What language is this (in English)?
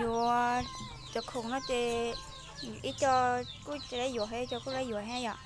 Hmong